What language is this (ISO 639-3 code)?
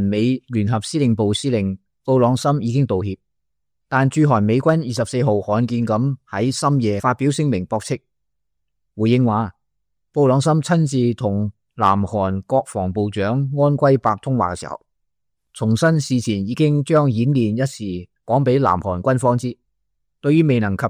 yue